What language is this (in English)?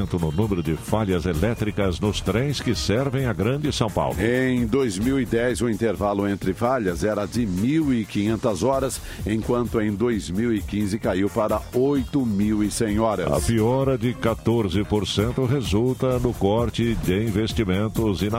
Portuguese